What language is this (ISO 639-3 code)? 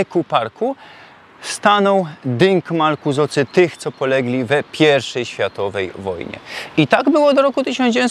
szl